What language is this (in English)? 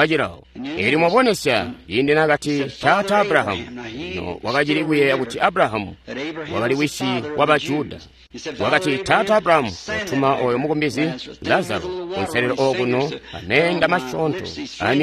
Tonga (Zambia)